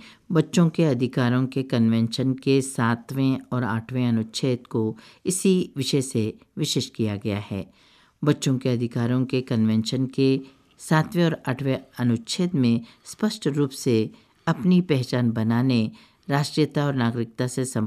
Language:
Hindi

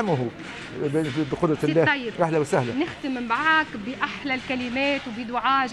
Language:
Tunisian Arabic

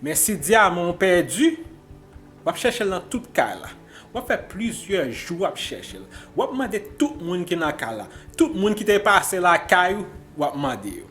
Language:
Haitian Creole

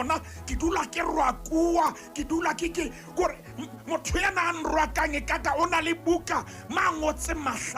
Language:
Southern Sotho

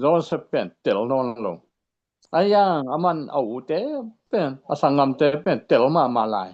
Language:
Tedim Chin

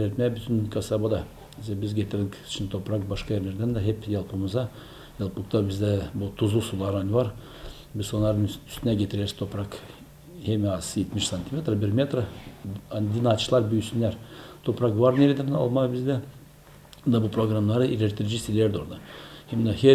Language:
Gagauz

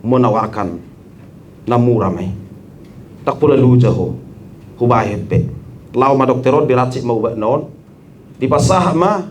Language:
Batak Toba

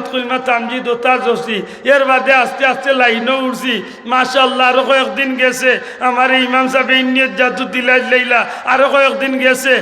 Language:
Sylheti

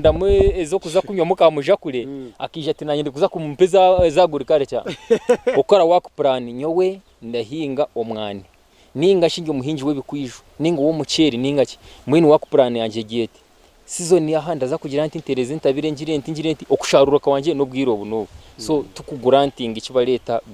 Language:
Nyankole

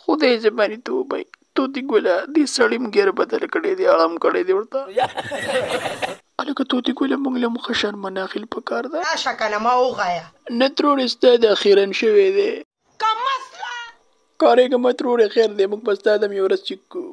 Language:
Pashto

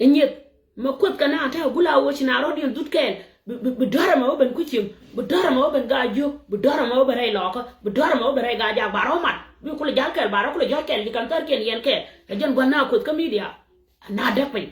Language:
Nuer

